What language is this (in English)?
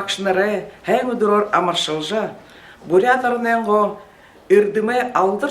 Buriat